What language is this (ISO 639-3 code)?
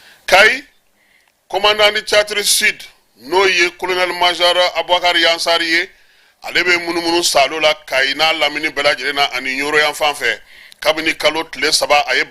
bam